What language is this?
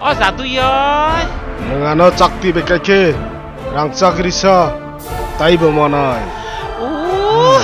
Kok Borok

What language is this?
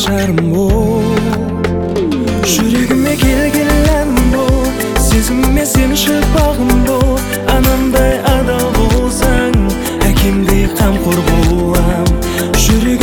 Kazakh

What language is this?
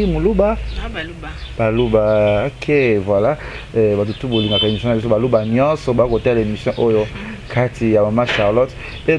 Lingala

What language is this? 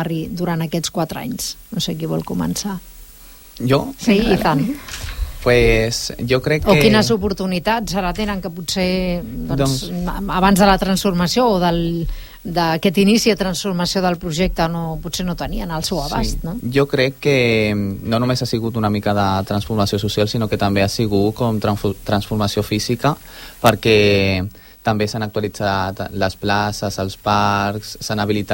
Catalan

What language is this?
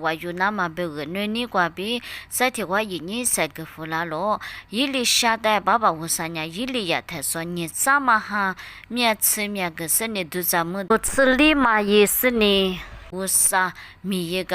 Lisu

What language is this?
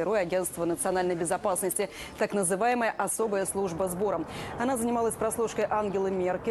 Russian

